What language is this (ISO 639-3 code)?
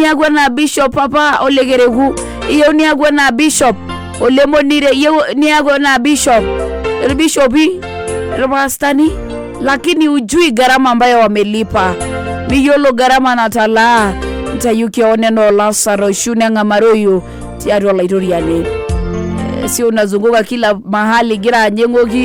mas